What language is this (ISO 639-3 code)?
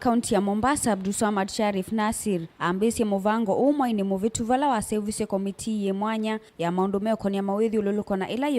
kam